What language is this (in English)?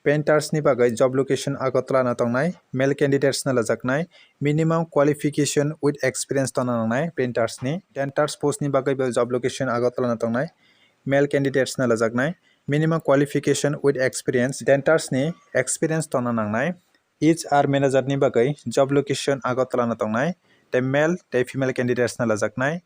Kok Borok